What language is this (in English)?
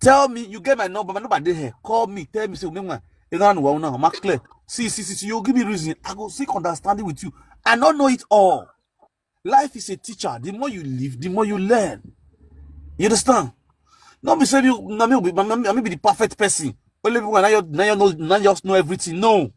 Nigerian Pidgin